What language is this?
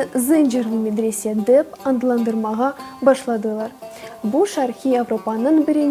Crimean Tatar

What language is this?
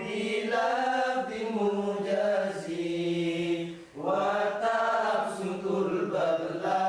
Madurese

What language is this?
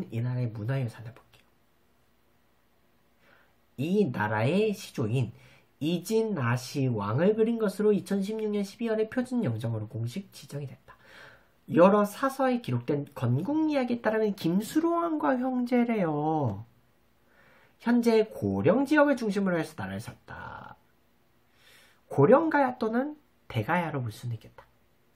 Korean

